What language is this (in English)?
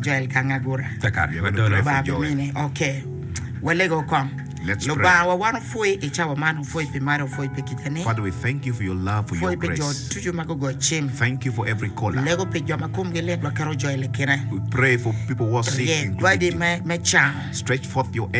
English